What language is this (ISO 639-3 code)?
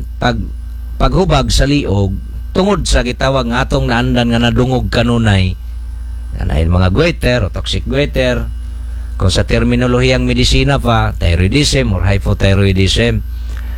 ceb